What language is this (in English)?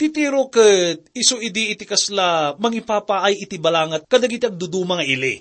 Iloko